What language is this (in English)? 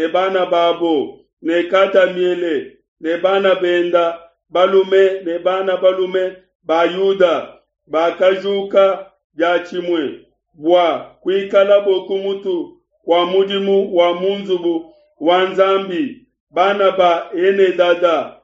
Luba-Lulua